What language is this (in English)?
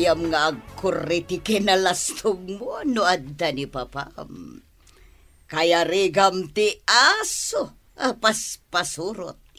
Iloko